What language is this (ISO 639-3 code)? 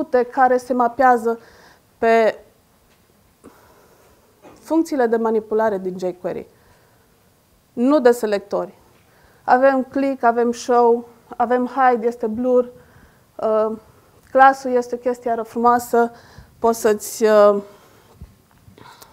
ron